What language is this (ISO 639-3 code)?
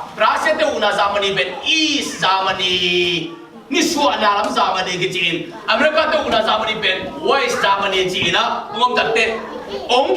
ctd